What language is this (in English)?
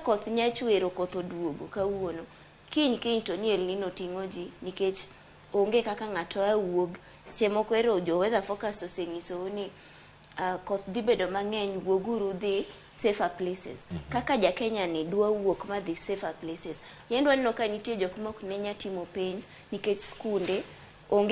Luo (Kenya and Tanzania)